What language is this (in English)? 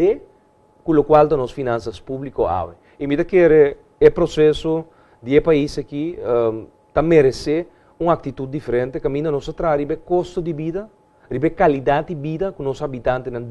Papiamento